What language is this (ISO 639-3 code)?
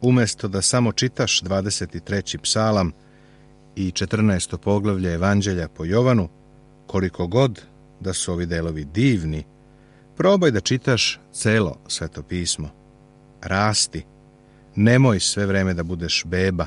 srp